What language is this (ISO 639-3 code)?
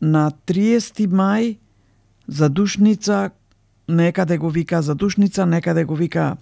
mkd